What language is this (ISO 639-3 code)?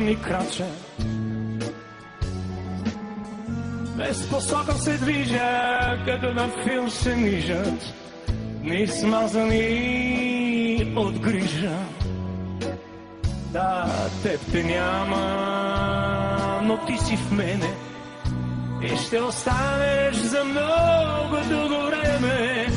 bul